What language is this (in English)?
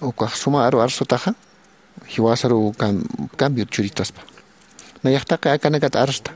Aymara